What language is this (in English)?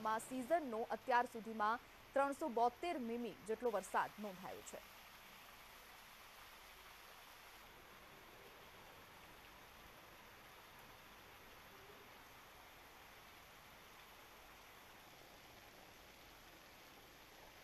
Gujarati